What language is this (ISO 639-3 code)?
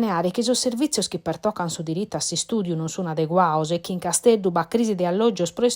srd